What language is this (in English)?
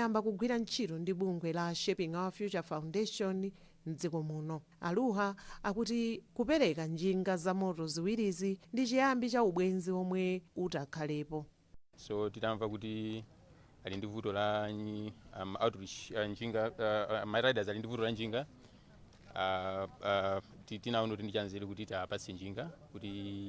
Nyanja